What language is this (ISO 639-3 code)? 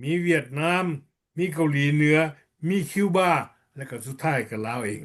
lao